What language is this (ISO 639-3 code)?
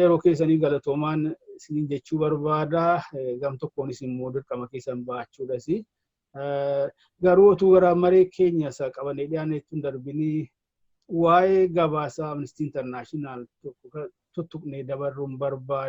orm